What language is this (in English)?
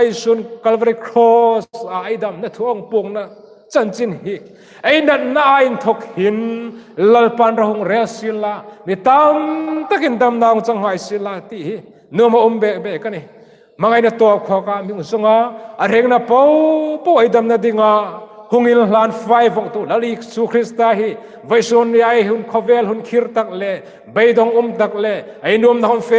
Hmar